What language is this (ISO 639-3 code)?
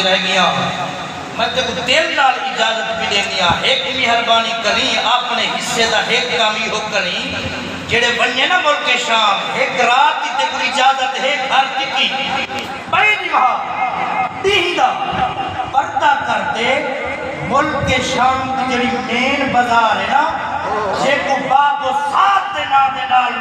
skr